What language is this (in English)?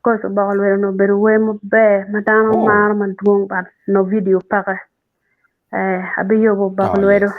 Acoli